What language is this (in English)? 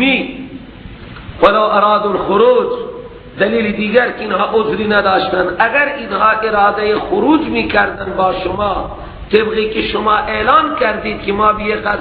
Persian